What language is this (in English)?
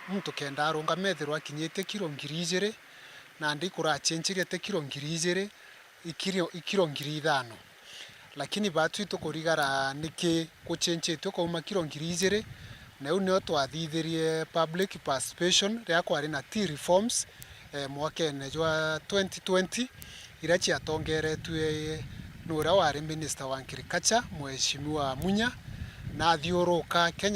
Meru